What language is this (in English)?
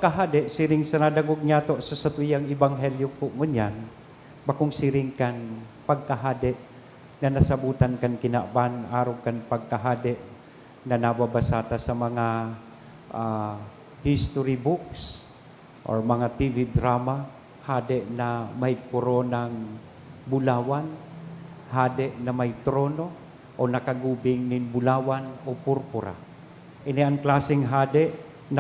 Bikol